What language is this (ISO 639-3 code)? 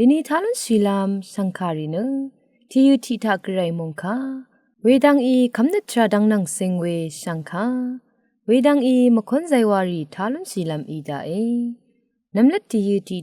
raw